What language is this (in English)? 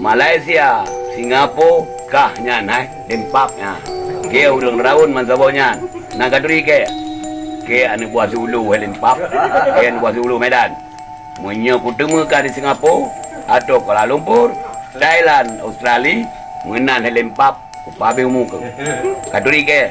Achinese